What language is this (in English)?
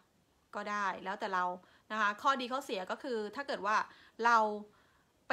Thai